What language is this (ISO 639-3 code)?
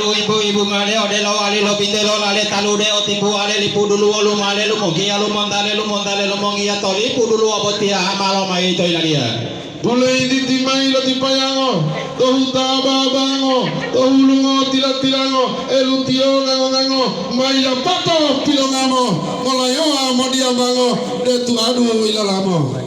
gor